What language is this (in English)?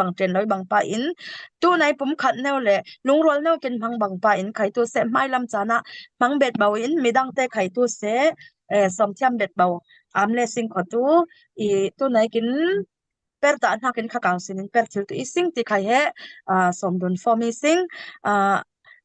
Falam Chin